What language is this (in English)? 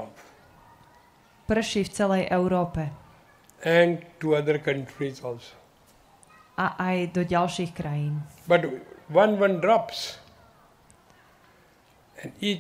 Slovak